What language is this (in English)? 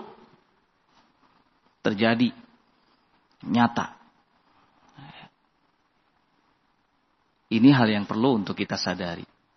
Indonesian